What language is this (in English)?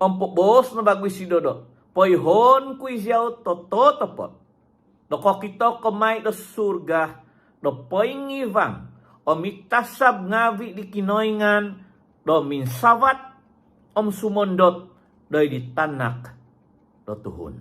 Central Dusun